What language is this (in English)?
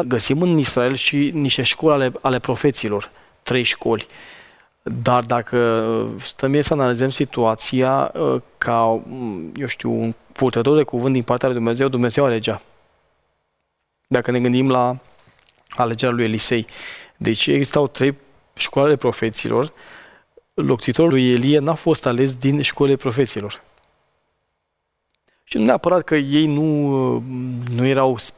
Romanian